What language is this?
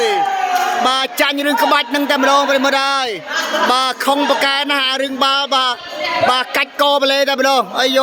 Khmer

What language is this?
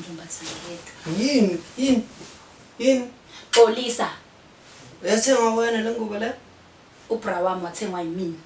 Zulu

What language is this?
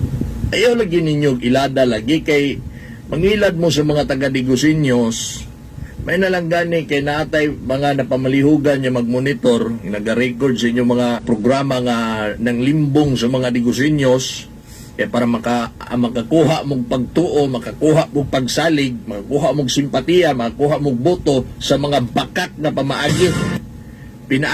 Cebuano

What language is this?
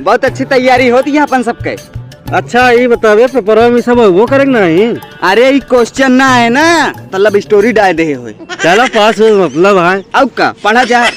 Awadhi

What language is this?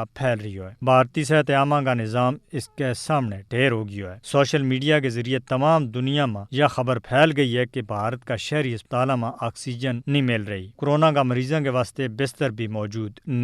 Gujari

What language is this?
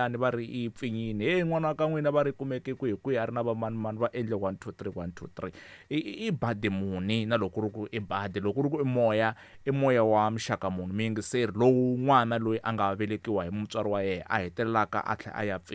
Tsonga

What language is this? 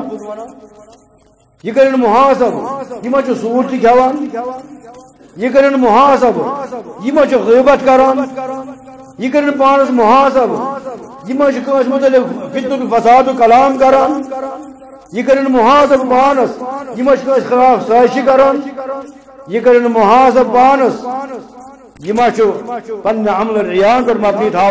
Kashmiri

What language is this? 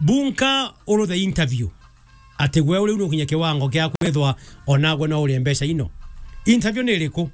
Meru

